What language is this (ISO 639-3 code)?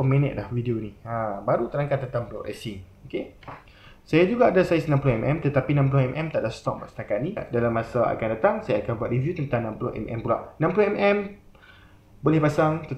msa